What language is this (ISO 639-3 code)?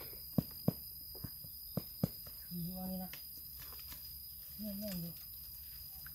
tha